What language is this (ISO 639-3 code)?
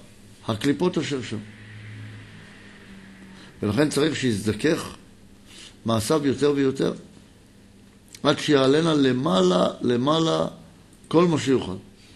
heb